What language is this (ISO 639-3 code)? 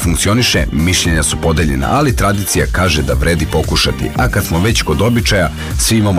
srp